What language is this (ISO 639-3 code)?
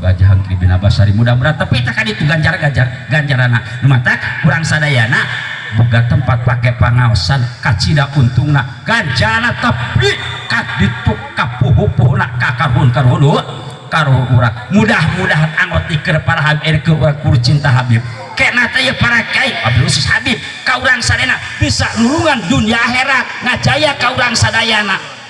sun